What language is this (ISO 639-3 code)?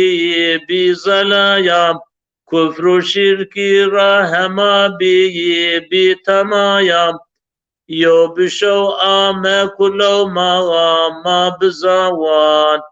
zza